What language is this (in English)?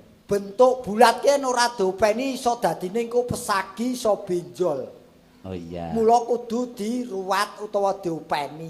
Javanese